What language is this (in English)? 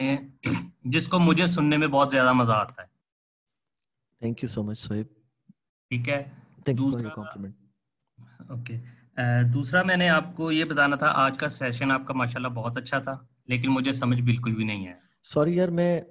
Hindi